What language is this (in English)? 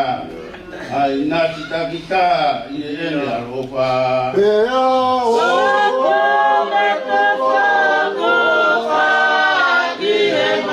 Tongan